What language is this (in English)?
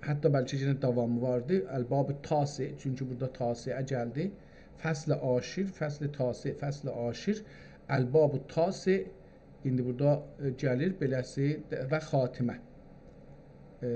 South Azerbaijani